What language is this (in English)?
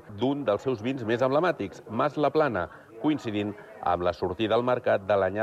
Catalan